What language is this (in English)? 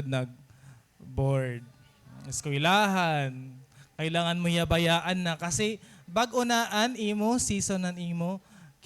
Waray